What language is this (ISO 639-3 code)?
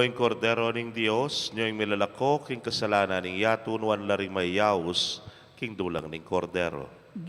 pam